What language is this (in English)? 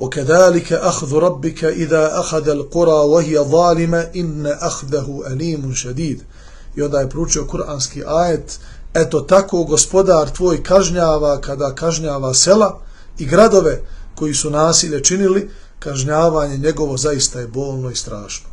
Bosnian